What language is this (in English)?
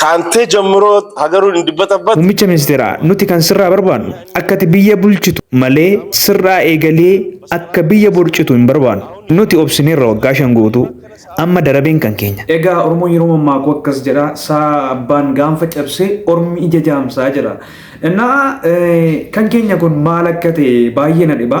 Oromo